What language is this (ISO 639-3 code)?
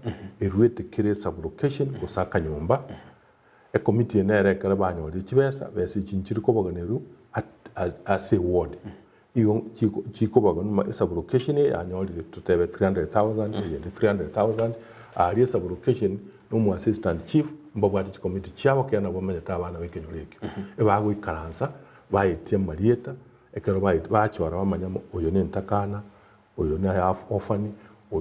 guz